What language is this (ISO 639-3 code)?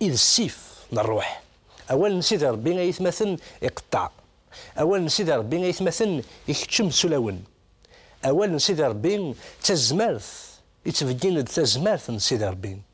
kab